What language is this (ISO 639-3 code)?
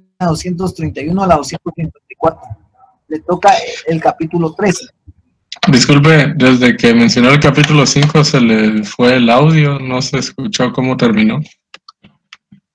spa